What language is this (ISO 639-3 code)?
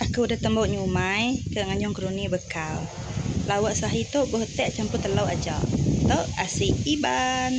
iba